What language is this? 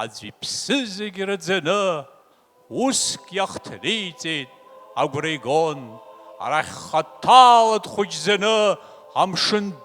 Abkhazian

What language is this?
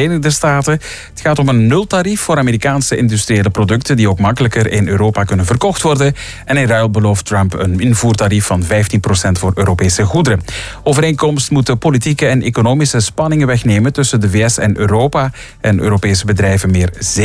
Dutch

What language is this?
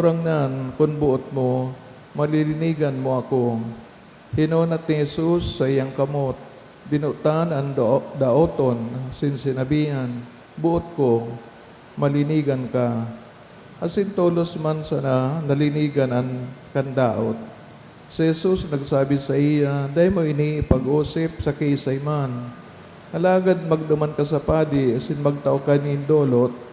Bikol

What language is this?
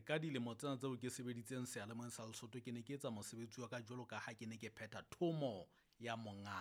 Southern Sotho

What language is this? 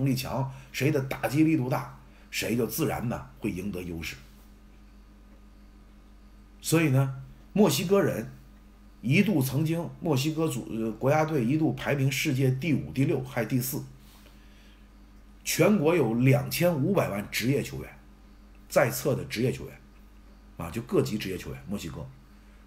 Chinese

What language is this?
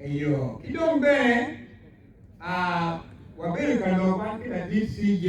Acoli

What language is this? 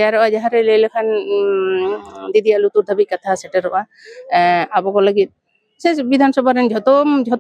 Santali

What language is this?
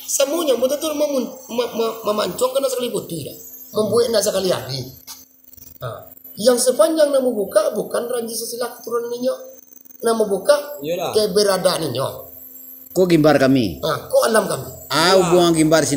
Minangkabau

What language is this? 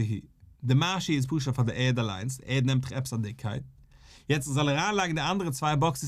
Yiddish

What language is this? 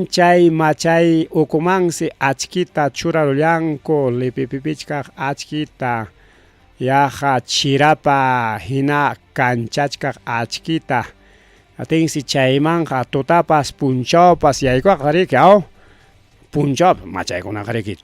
Ayacucho Quechua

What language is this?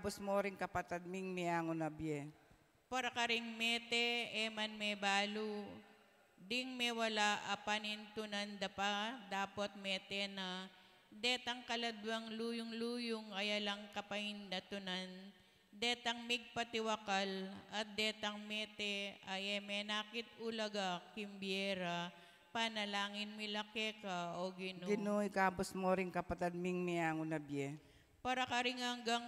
Pampanga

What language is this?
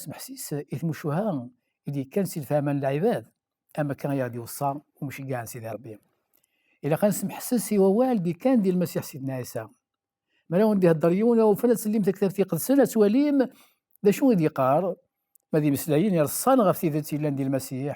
Kabyle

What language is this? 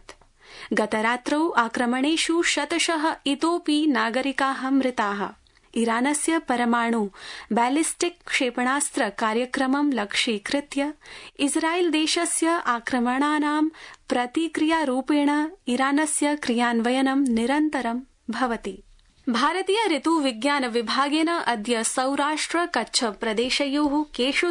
Sanskrit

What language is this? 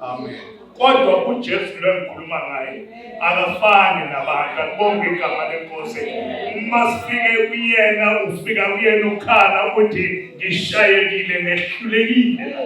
Zulu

